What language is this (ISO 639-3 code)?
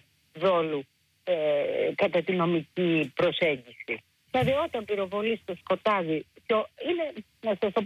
ell